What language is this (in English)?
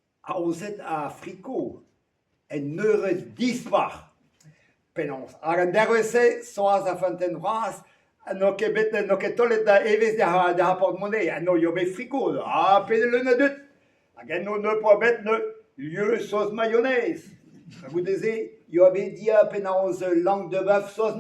Breton